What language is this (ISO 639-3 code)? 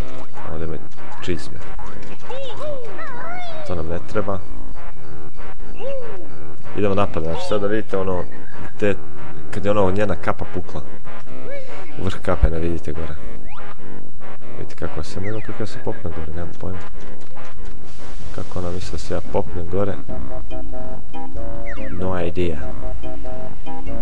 hrv